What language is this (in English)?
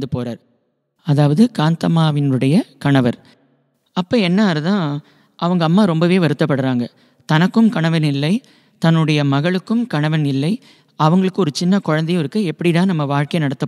Tamil